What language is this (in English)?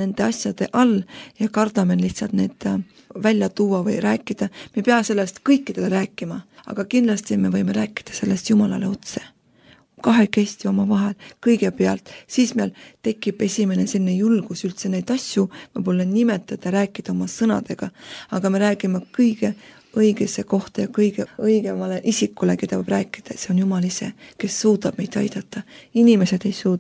Estonian